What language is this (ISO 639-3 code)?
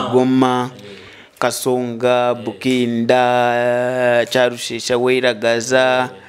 nyo